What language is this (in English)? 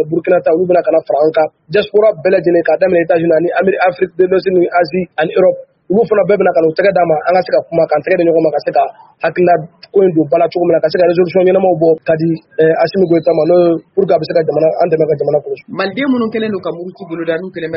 Bambara